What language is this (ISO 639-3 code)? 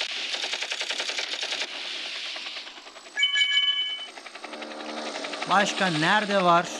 tur